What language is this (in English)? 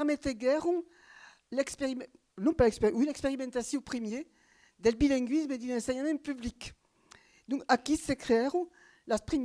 Occitan